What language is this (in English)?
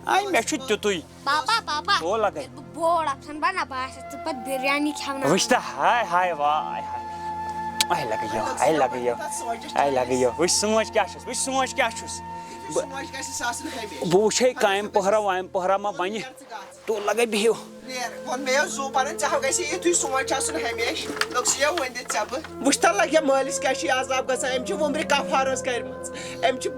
Kashmiri